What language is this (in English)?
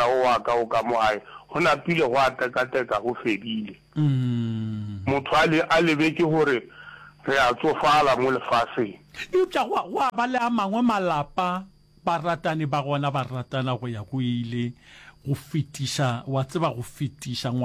Northern Sotho